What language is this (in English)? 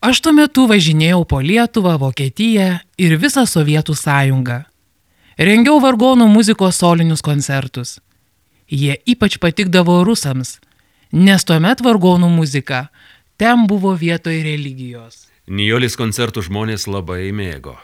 Lithuanian